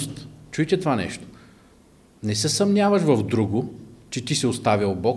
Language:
Bulgarian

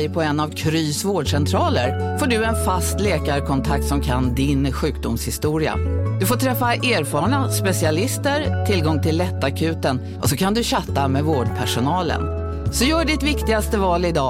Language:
Swedish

